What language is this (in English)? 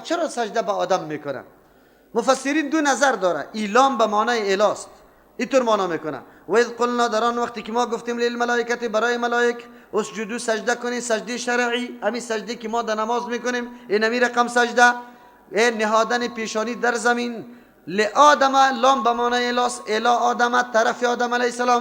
Persian